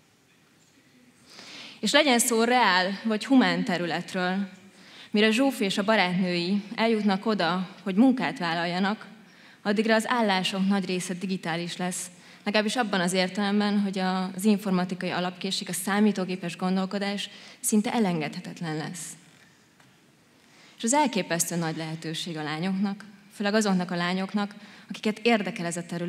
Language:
Hungarian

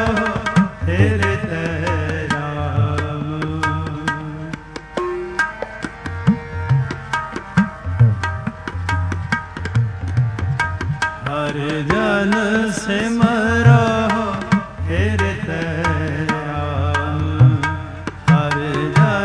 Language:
Punjabi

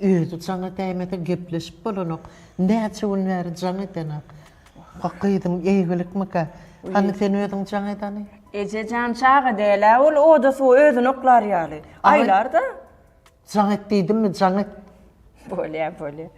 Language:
Turkmen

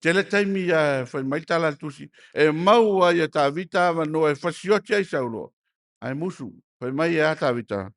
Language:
Samoan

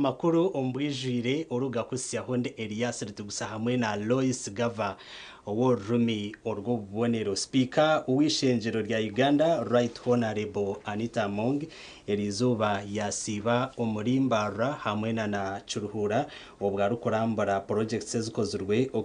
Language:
Nyankole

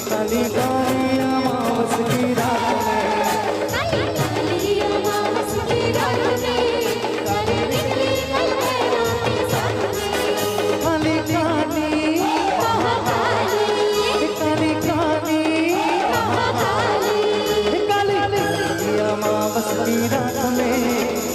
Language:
Chhattisgarhi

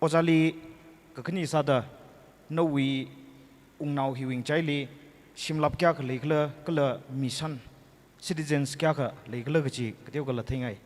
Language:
Tangkhul Naga (India)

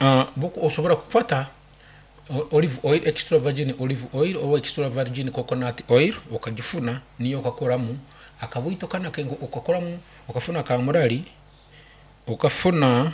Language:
Nyoro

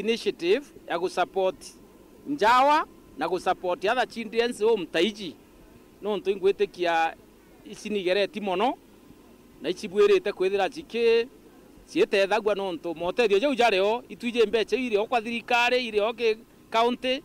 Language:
Meru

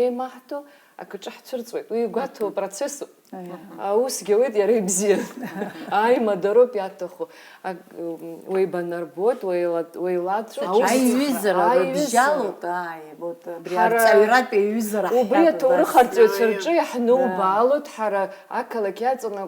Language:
Abkhazian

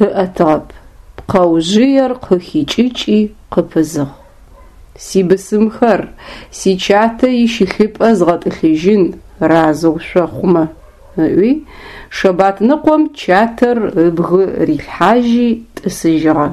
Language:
Adyghe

